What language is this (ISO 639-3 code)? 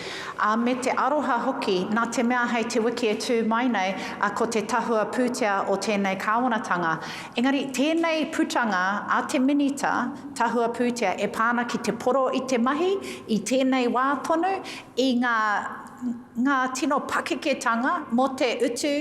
mri